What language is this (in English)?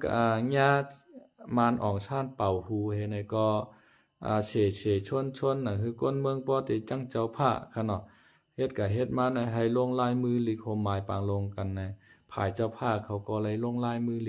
Lao